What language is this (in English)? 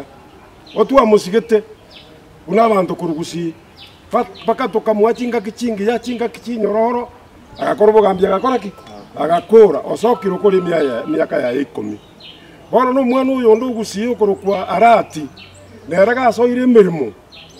Gusii